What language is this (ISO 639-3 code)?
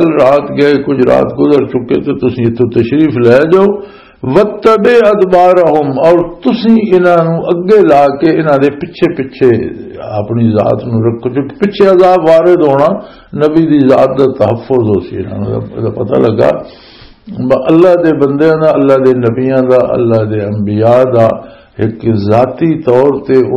lah